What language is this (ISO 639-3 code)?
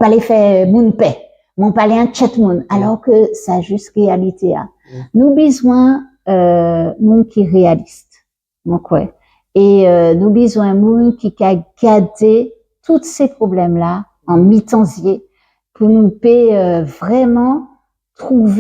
gcf